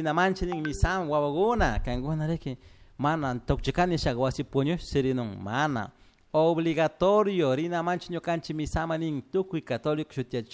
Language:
Chimborazo Highland Quichua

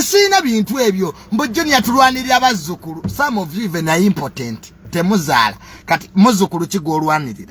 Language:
Ganda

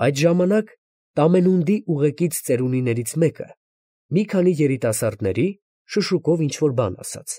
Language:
Armenian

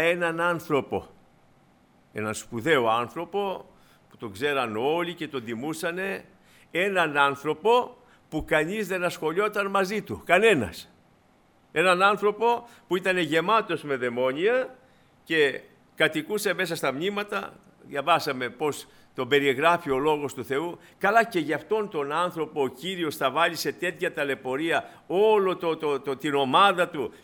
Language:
Greek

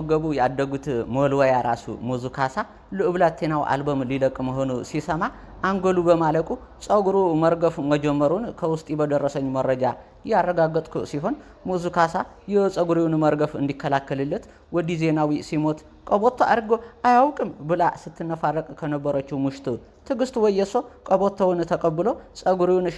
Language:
Amharic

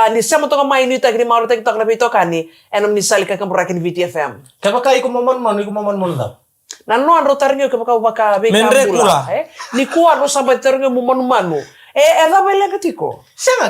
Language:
Fijian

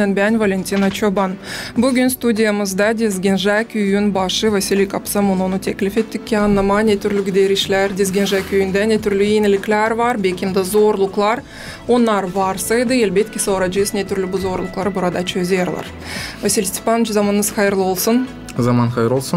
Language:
Gagauz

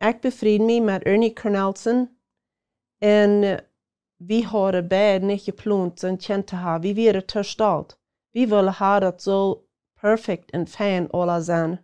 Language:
Plautdietsch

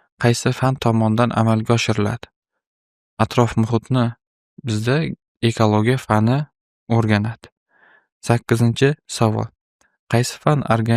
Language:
Uzbek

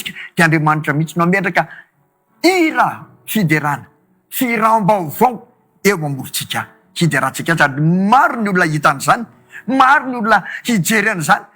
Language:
Malagasy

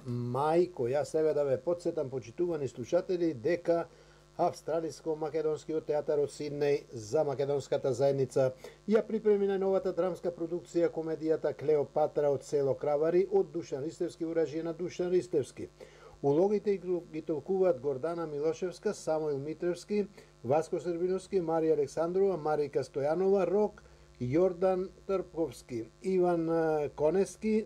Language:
Macedonian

